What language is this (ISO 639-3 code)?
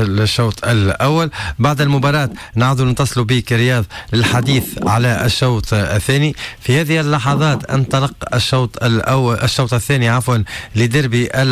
aeb